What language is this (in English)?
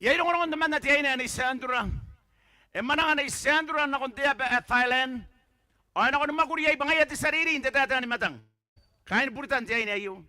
Gilbertese